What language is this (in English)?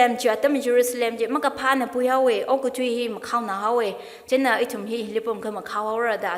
Tangkhul Naga (India)